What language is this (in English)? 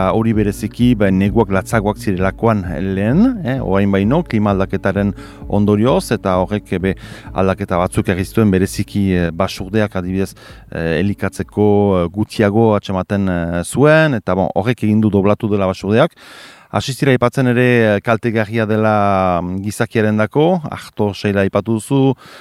Basque